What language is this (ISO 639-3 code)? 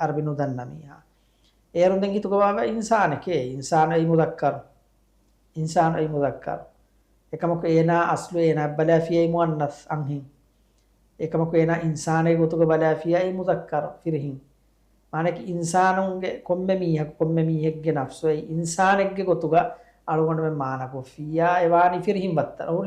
div